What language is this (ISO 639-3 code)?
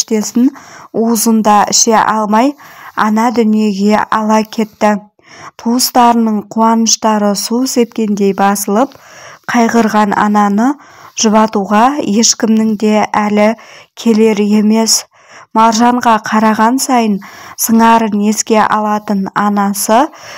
kaz